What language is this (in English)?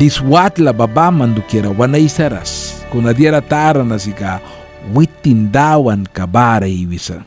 Mískito